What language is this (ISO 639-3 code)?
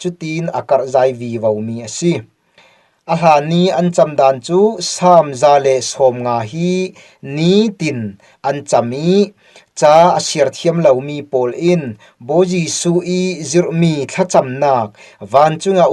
cfm